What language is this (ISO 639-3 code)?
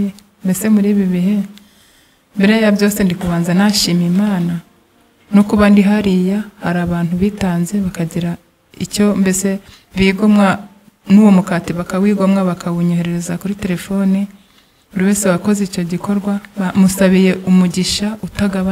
kin